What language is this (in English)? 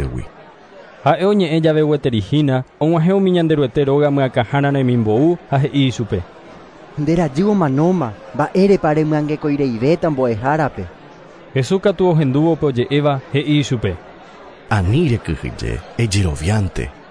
Guarani